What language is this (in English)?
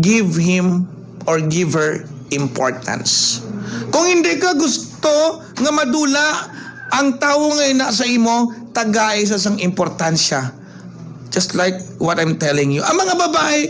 Hiligaynon